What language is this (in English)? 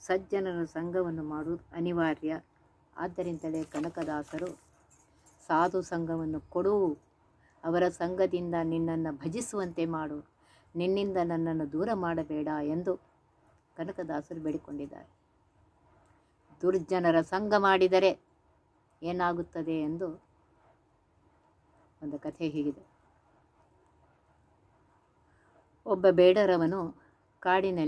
Kannada